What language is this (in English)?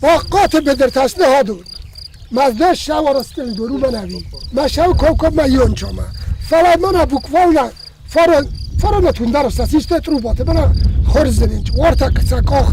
Ossetic